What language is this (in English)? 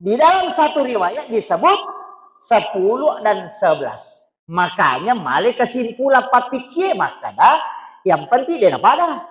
Buginese